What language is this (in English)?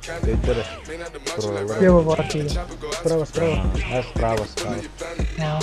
Yakut